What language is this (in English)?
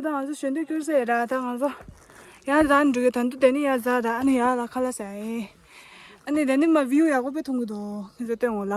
Tibetan